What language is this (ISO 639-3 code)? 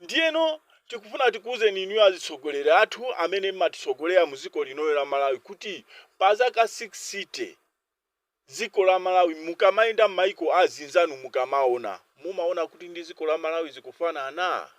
nya